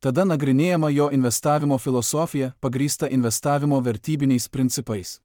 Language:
Lithuanian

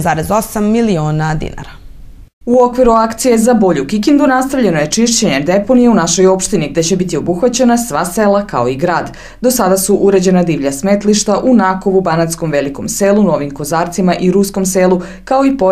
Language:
Serbian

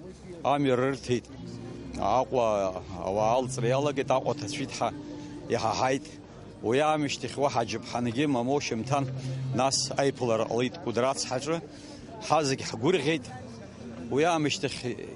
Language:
Abkhazian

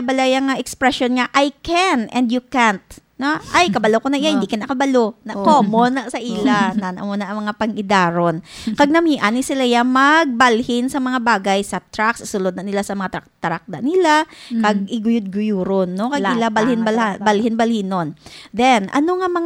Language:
Hiligaynon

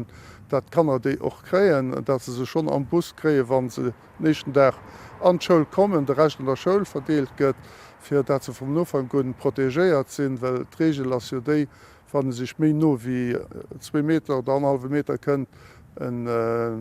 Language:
Luxembourgish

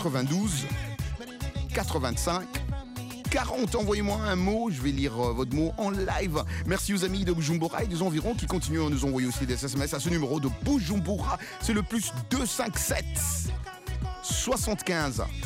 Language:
French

